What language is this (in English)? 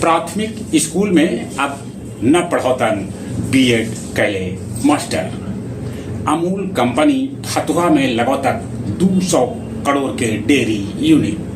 Magahi